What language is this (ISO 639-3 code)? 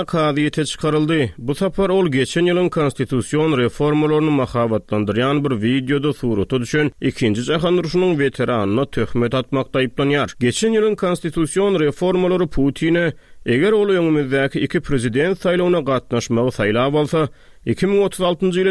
tuk